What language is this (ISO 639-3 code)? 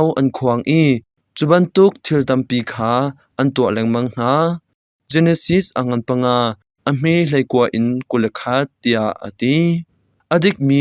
cnh